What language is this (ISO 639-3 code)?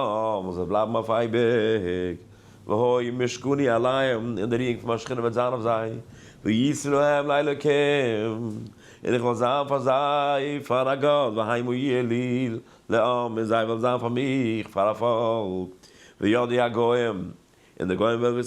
yid